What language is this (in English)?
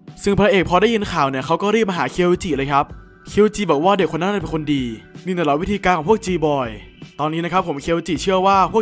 Thai